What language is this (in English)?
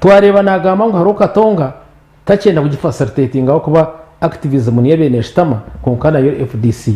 Nyankole